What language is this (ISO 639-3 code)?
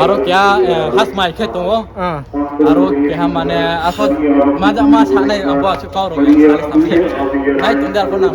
ria